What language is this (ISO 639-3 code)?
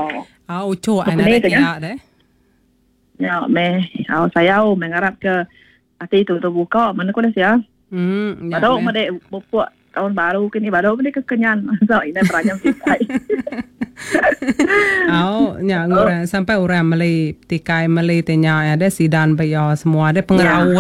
iba